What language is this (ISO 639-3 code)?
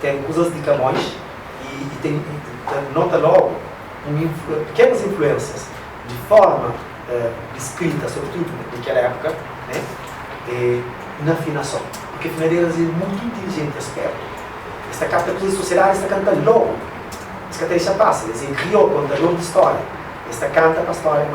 kea